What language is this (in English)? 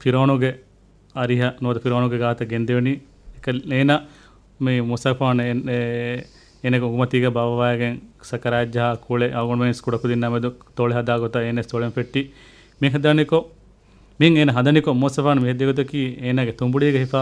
Divehi